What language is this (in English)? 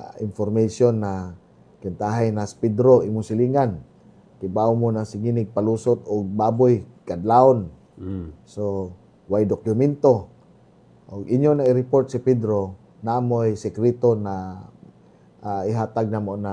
Cebuano